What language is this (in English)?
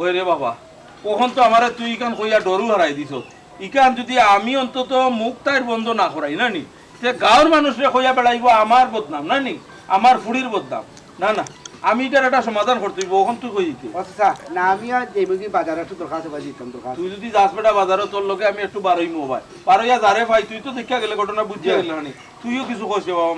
Sylheti